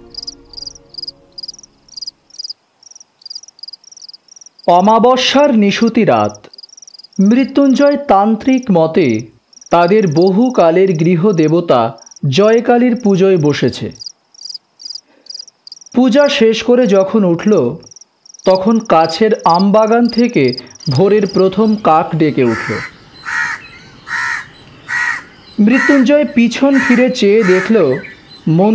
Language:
Bangla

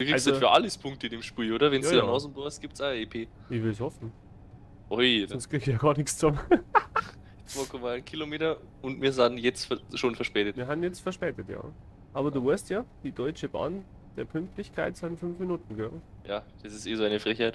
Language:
Bavarian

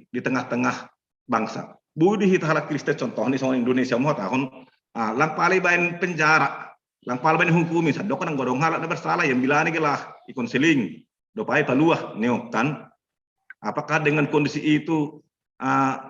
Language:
Batak Simalungun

